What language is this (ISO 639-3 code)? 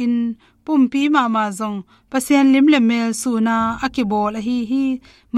ctd